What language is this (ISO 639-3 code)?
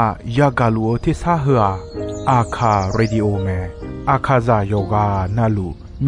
ahk